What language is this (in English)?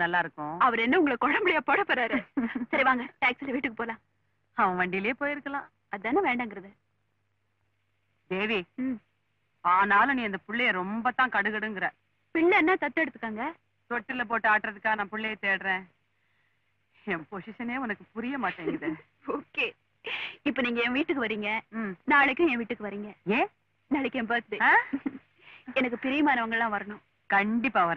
Tamil